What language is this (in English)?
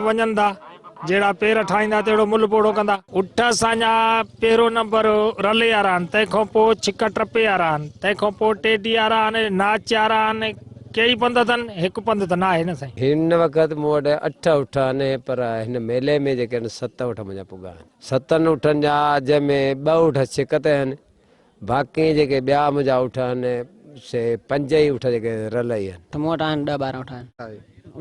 Sindhi